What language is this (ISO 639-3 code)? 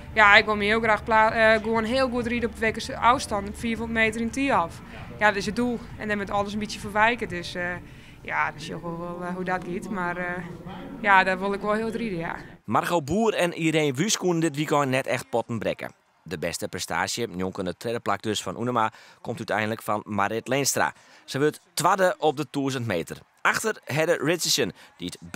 fry